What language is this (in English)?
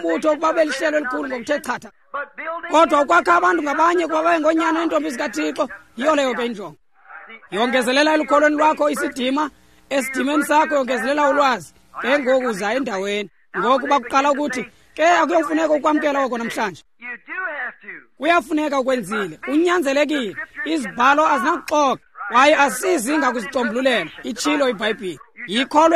Xhosa